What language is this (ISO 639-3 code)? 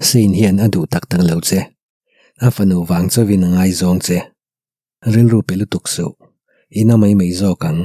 lus